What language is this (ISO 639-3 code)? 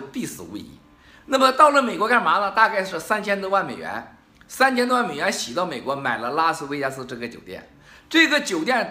zho